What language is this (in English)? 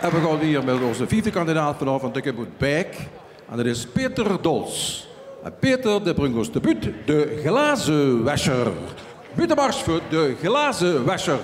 Limburgish